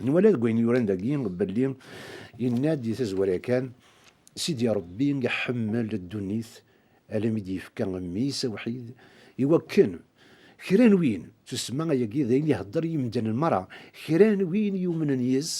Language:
Kabyle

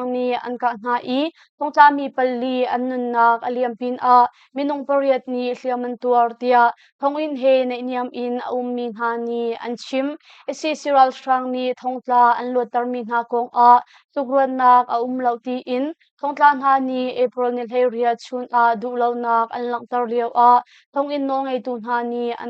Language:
Hakha Chin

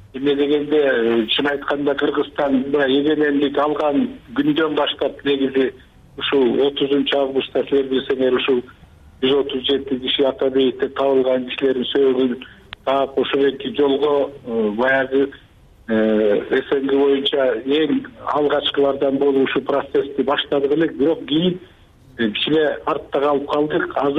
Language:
Kyrgyz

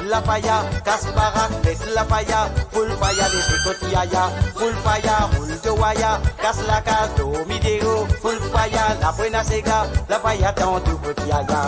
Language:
Morisyen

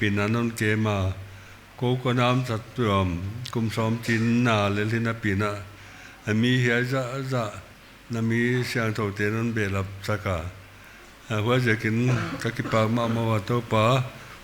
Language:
Paite Chin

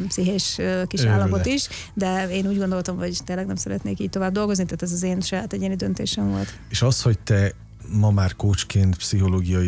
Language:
Hungarian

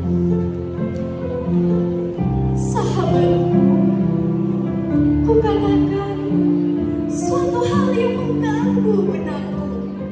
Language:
Indonesian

